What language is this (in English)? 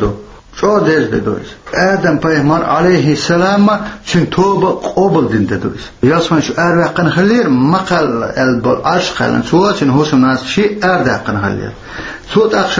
Chechen